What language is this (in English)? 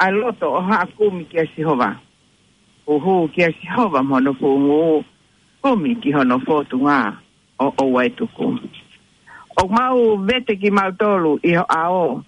Tongan